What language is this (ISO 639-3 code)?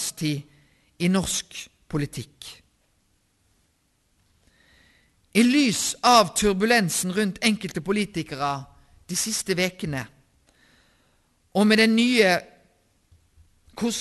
nor